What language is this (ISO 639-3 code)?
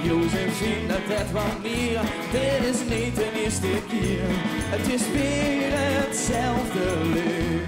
lim